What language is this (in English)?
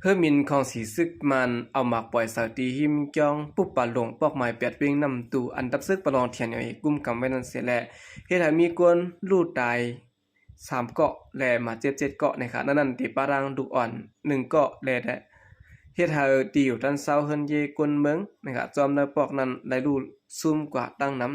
Shan